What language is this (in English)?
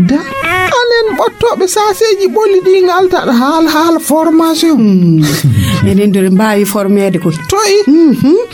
Fula